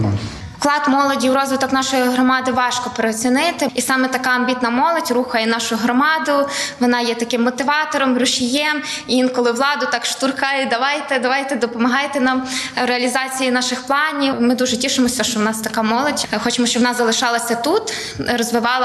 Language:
Ukrainian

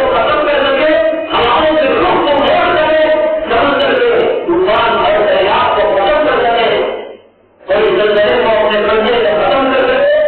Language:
Urdu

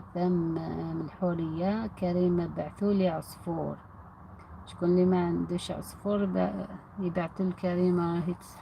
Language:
Algerian Arabic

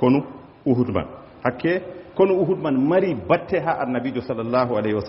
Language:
Fula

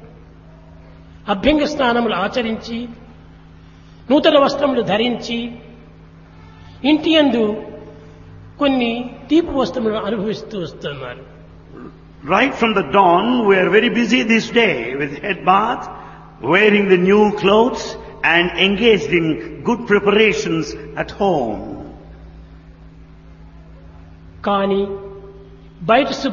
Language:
Telugu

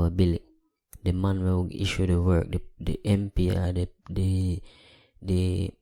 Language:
Jamaican Creole English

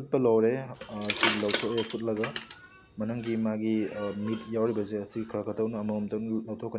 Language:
Manipuri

